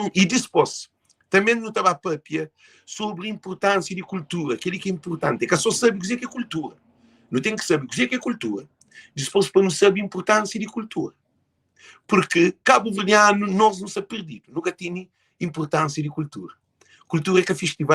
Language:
Kabuverdianu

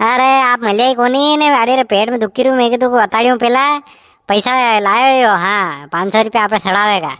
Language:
Rajasthani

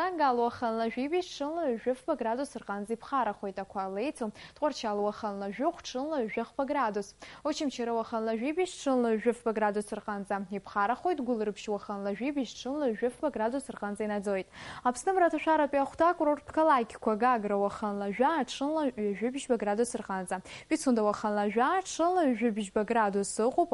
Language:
Abkhazian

